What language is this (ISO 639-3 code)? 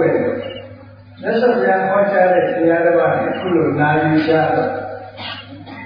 mya